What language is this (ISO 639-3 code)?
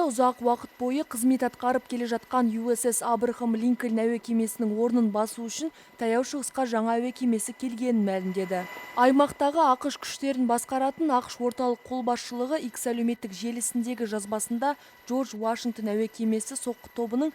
kaz